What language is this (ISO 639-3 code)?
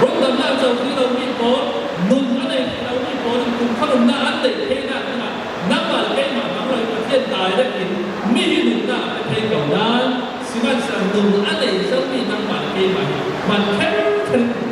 cfm